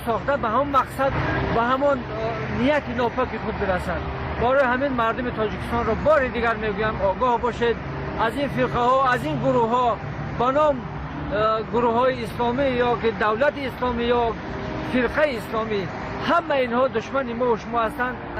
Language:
Tajik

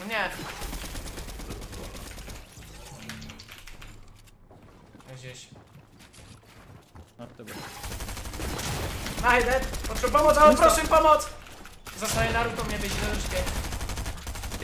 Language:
Czech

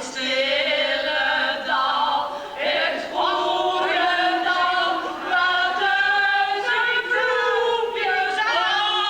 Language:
Limburgish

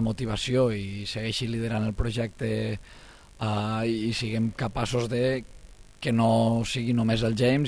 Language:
Catalan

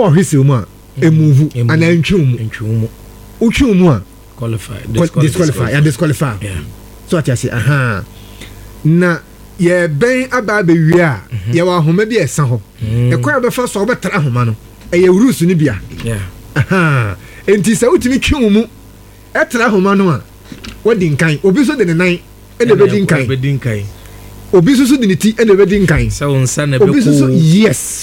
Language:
Akan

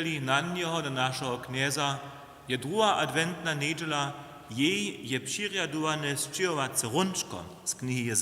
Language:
Upper Sorbian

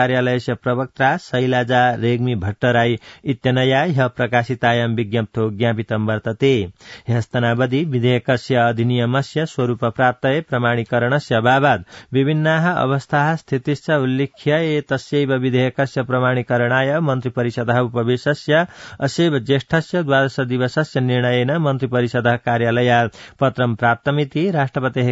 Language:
Sanskrit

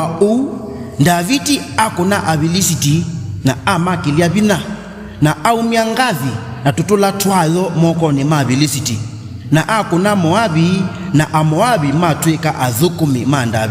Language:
Kamba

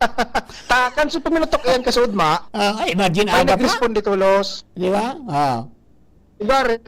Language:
Bikol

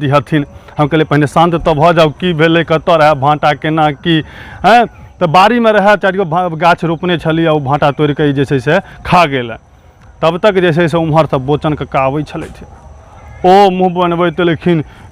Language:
Maithili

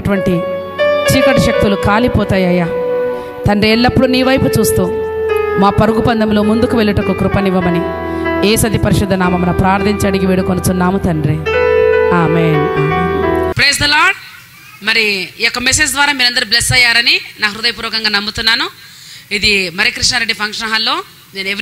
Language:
Telugu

